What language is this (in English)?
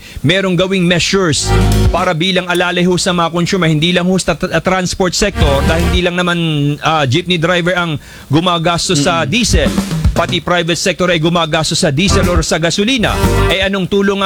Filipino